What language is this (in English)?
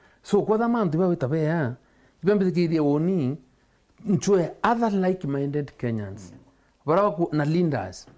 Meru